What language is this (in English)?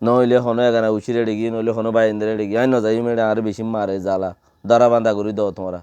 Rohingya